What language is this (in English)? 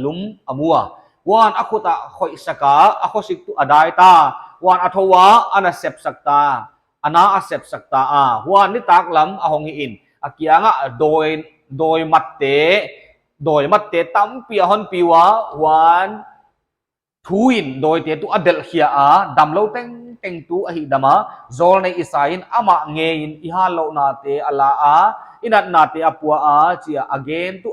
Paite Chin